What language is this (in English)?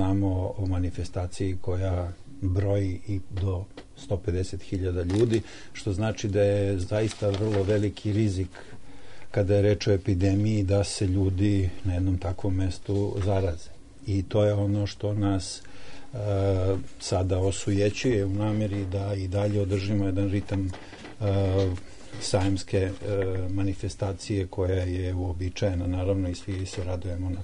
Serbian